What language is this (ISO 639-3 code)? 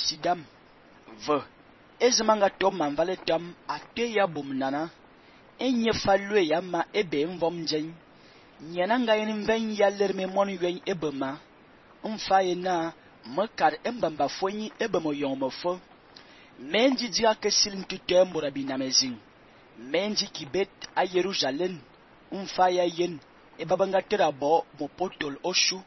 fan